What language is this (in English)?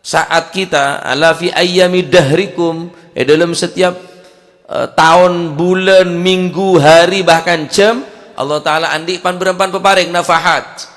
Madurese